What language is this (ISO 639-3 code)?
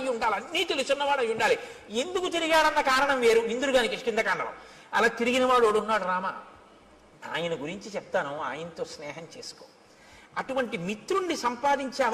tel